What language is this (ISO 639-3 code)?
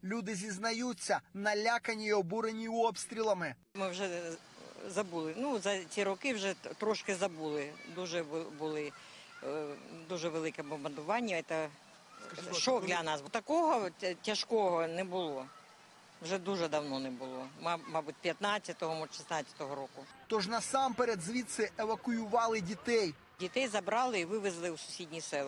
ukr